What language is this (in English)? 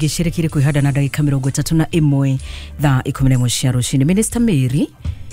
Kikuyu